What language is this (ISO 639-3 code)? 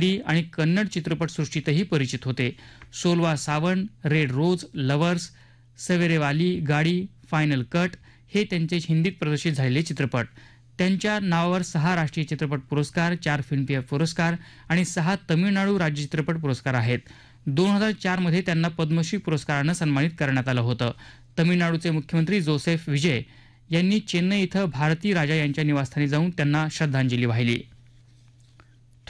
mar